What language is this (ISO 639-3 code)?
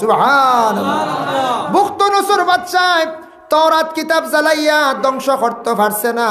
syl